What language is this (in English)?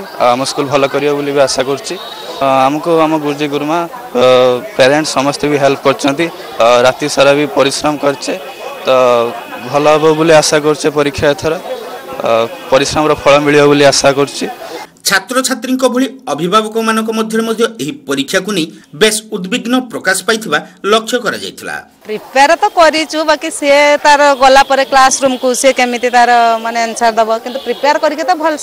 Odia